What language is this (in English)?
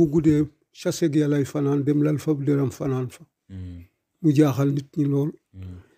Wolof